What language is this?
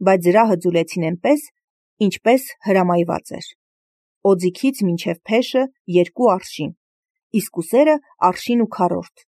Armenian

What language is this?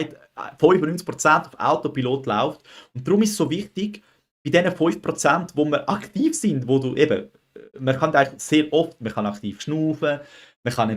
Swiss German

